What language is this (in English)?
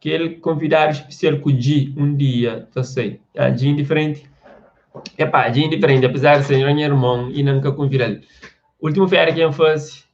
Kabuverdianu